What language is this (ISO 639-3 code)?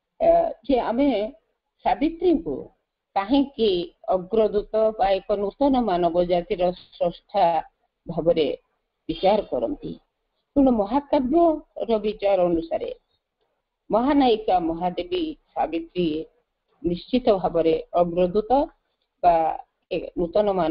ori